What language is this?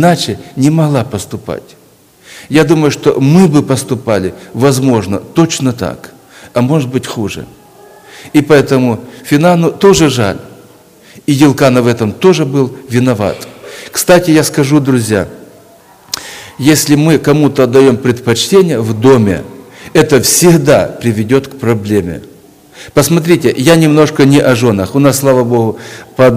Russian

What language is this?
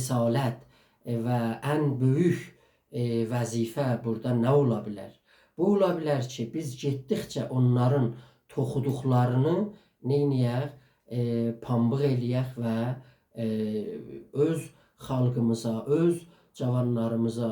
South Azerbaijani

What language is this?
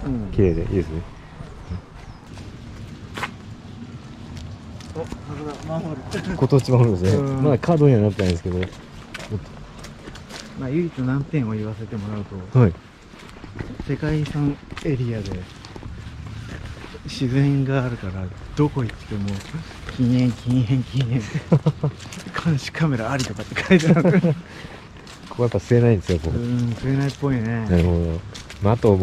Japanese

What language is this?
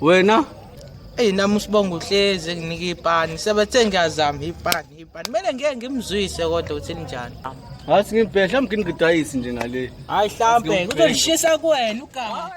Zulu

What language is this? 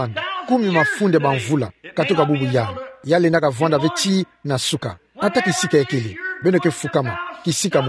Kituba (Democratic Republic of Congo)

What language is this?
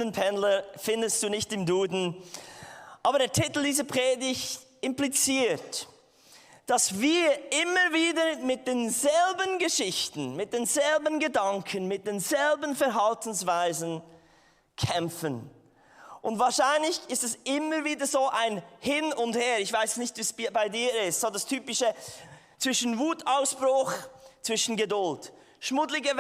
Swiss German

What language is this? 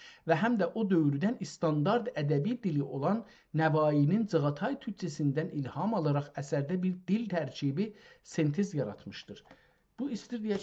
South Azerbaijani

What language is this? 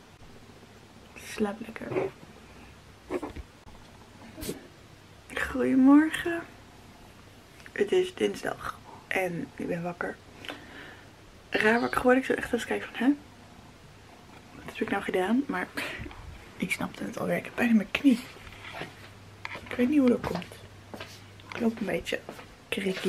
Dutch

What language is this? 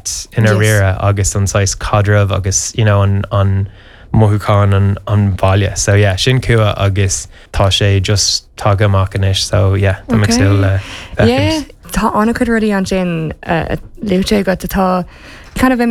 Irish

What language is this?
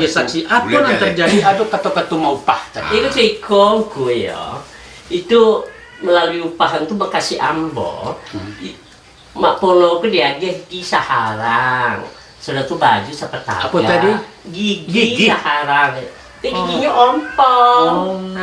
Minangkabau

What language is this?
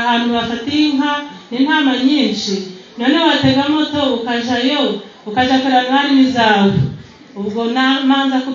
Kinyarwanda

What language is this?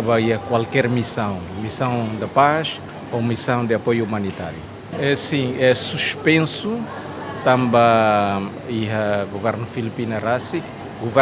Tetum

